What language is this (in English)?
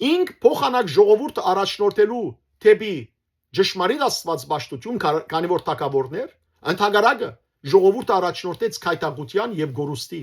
Western Armenian